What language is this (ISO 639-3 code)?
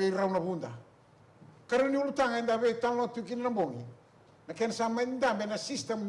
fij